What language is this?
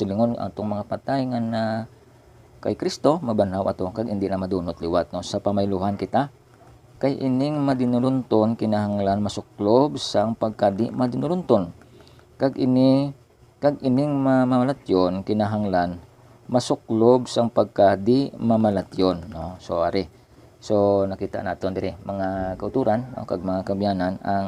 Hiligaynon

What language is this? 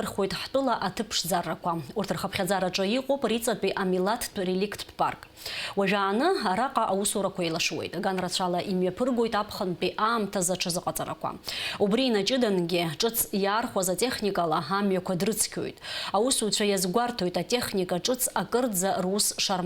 Abkhazian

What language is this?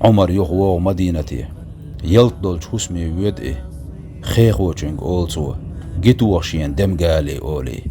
Chechen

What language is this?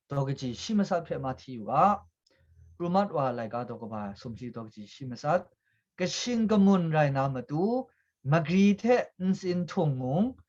Kachin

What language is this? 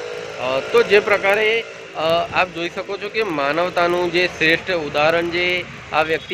Gujarati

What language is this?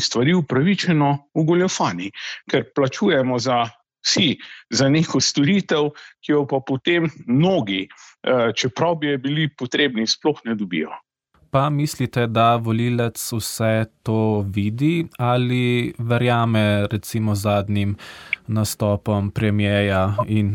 Slovenian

